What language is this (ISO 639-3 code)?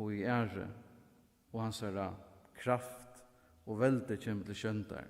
fao